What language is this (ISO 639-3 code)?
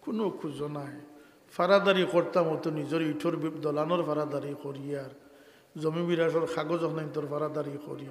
syl